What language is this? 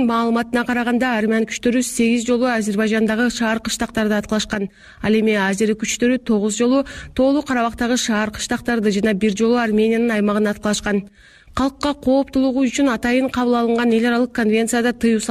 Kyrgyz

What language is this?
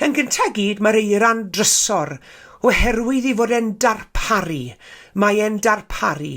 Welsh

